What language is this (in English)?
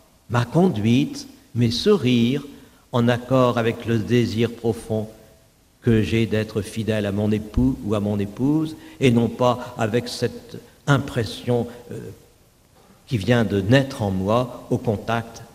French